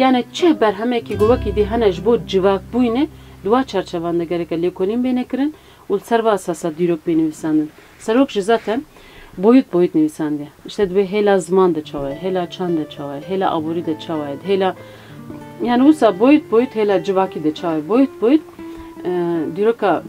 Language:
Kurdish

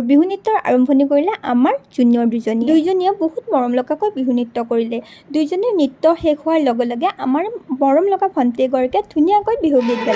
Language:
Assamese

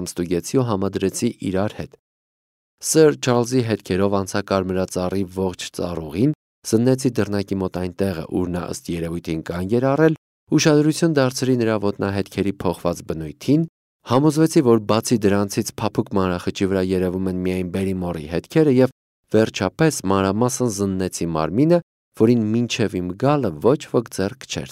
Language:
Armenian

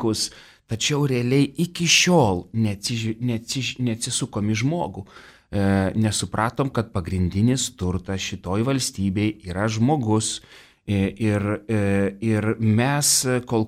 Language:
Lithuanian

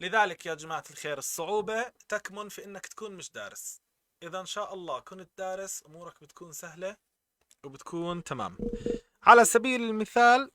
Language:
North Levantine Arabic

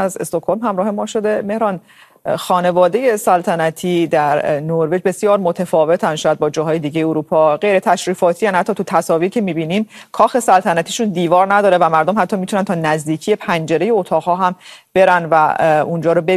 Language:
Persian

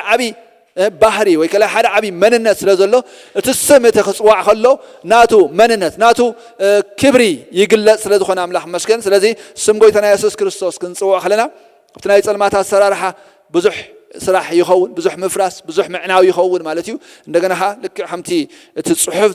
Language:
Tigrinya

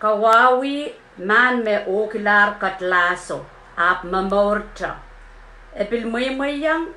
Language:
Pohnpeian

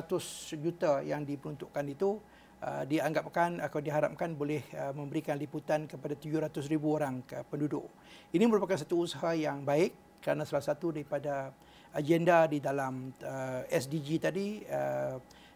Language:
Malay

